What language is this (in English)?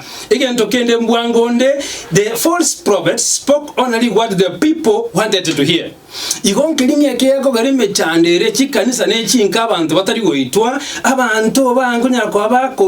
Gusii